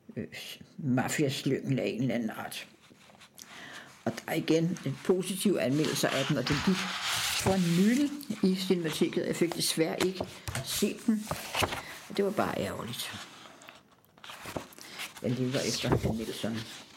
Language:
Danish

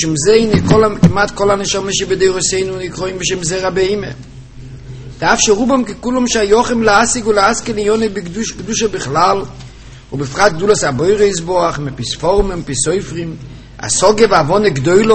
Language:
Hebrew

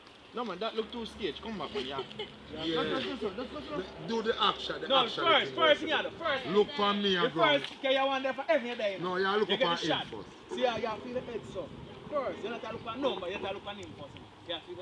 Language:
Jamaican Creole English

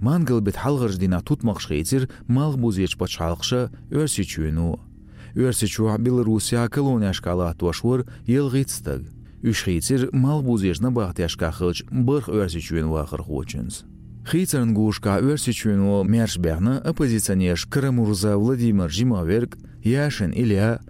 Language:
Chechen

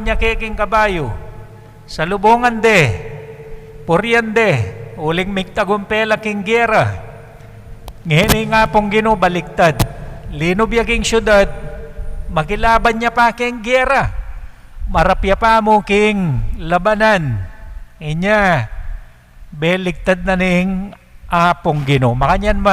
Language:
Pampanga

